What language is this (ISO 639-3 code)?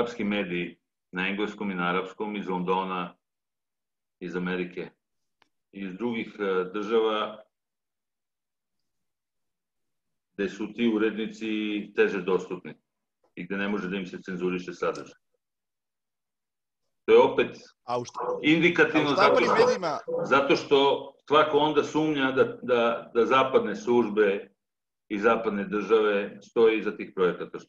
srp